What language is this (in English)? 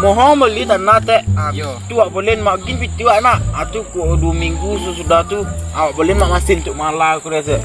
Minangkabau